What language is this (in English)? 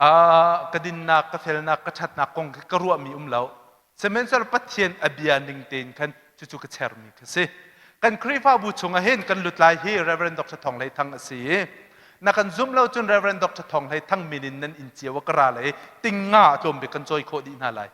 Hakha Chin